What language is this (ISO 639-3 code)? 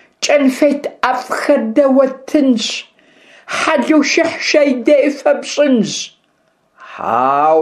kbd